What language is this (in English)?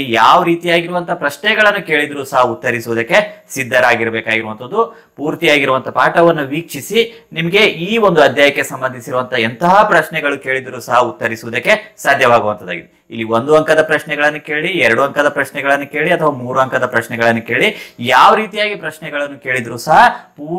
Kannada